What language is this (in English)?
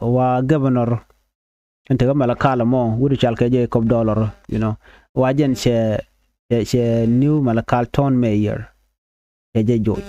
Nuer